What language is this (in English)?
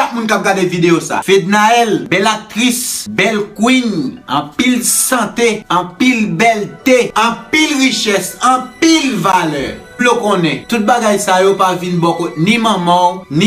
Haitian Creole